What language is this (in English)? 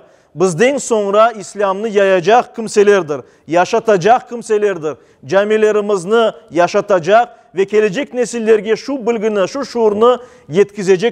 Crimean Tatar